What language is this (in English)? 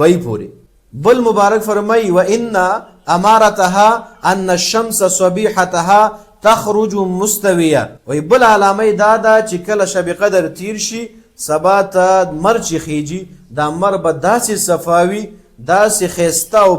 Pashto